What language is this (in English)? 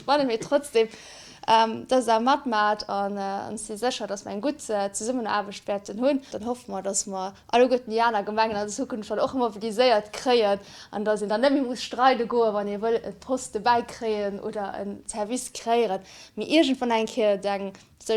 Luxembourgish